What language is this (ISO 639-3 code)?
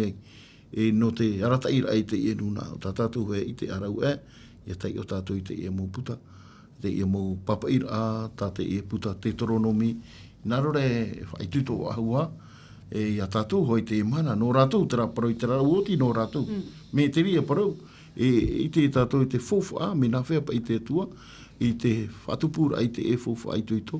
tah